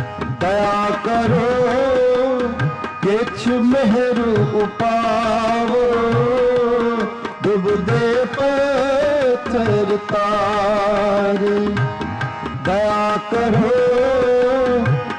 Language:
Punjabi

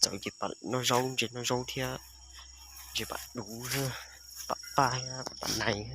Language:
Hmong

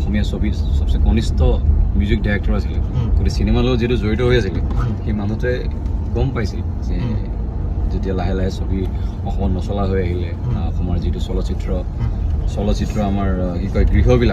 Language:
Assamese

